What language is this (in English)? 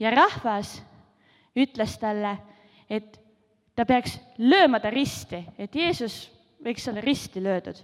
Estonian